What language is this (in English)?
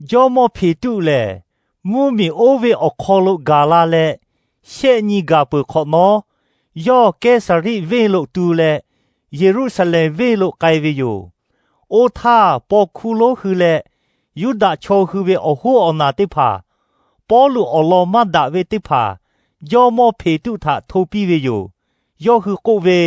Lahu